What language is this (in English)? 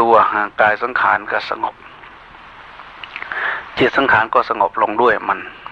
Thai